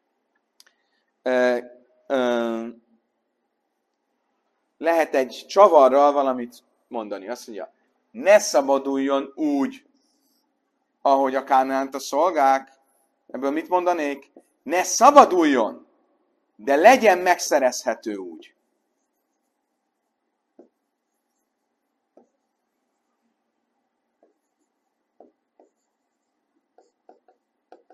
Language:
Hungarian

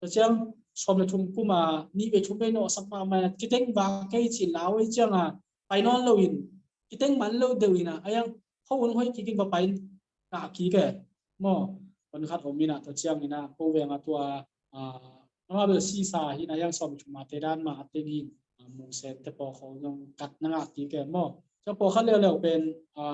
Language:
Tedim Chin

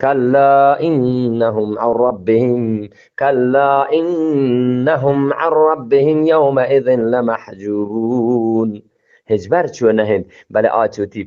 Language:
Eastern Balochi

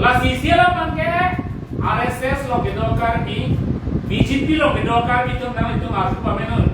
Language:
Karbi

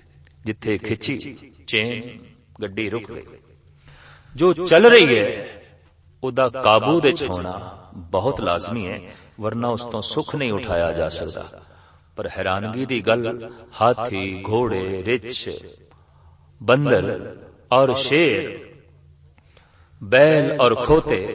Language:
Punjabi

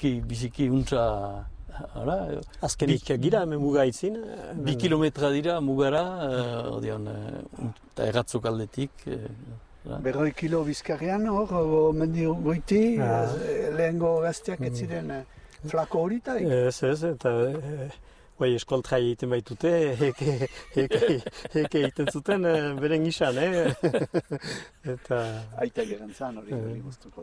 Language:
Basque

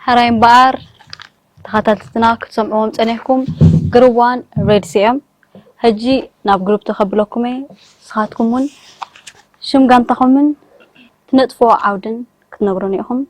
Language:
Tigrinya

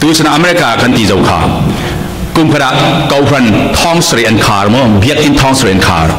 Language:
Falam Chin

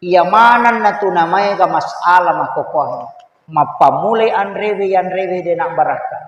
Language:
Buginese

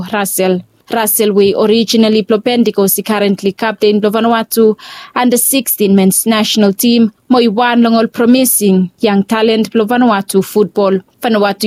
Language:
Bislama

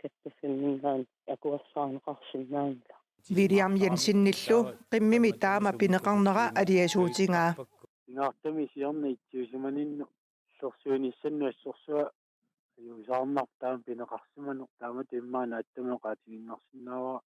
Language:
Kalaallisut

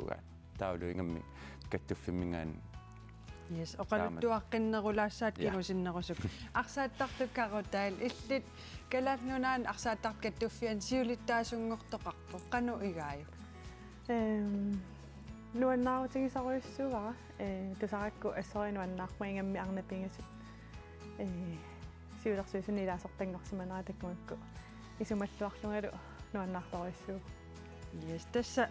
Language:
Kalaallisut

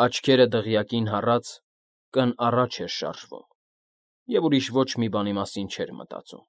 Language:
Armenian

